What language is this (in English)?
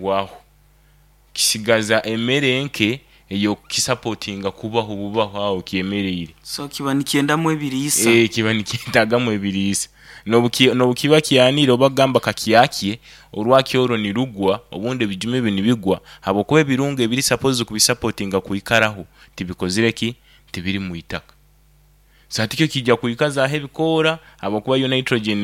Nyoro